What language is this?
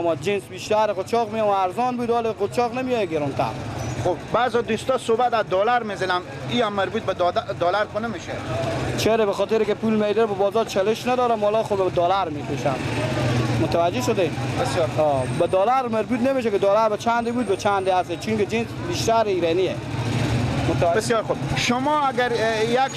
Persian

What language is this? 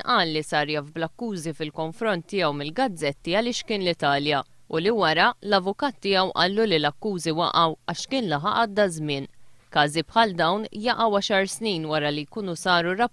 Maltese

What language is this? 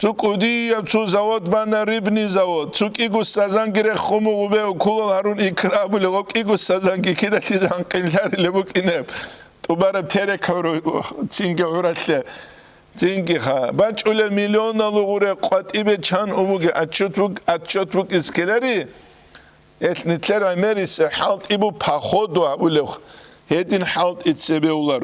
Avaric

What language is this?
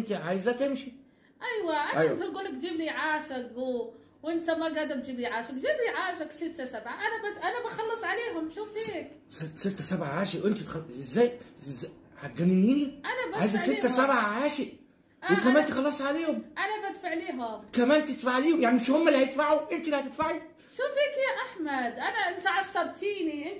Egyptian Arabic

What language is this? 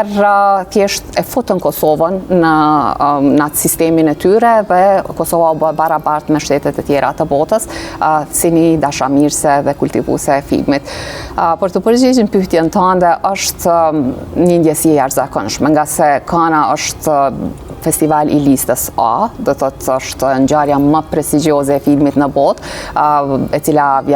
Albanian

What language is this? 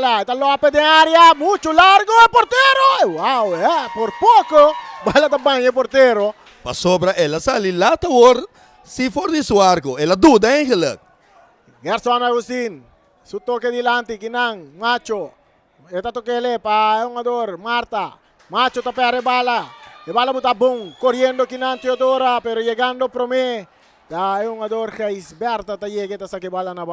Papiamento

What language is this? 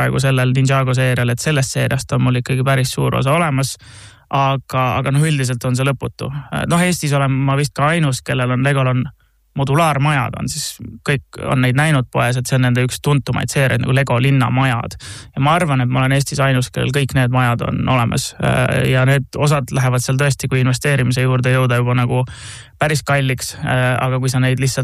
Estonian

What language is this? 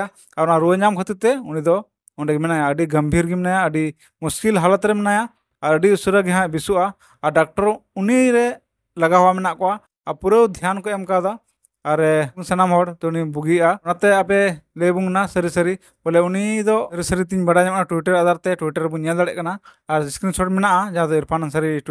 Santali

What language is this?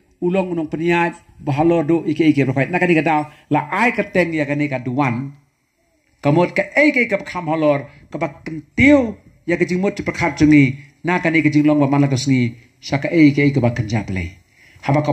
Khasi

